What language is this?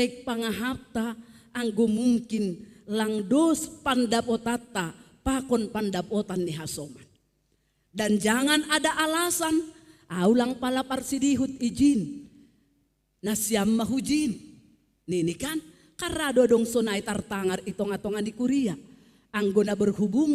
Batak Simalungun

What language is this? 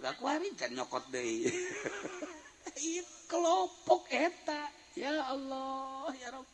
Sundanese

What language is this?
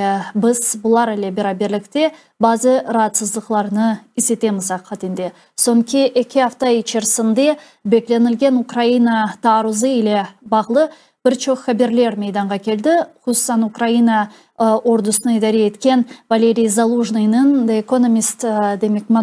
Crimean Tatar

